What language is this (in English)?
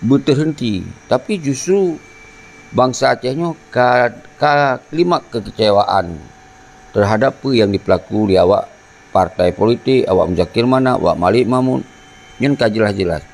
Achinese